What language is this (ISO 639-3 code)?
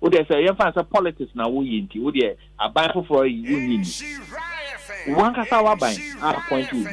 aka